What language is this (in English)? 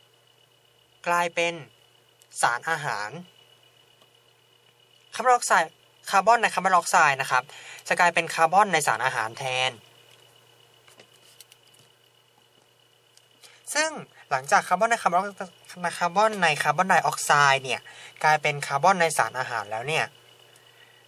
Thai